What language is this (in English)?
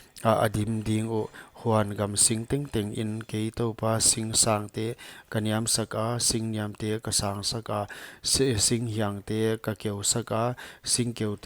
Paite Chin